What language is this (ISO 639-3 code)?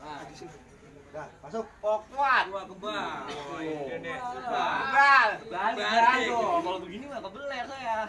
bew